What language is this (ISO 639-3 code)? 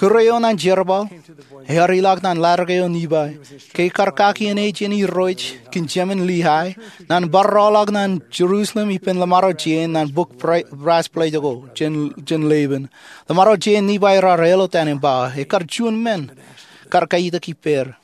mah